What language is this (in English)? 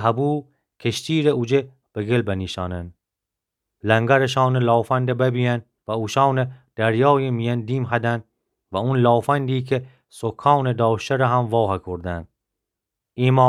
Gilaki